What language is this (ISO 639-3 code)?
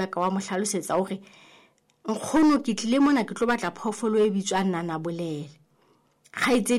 sot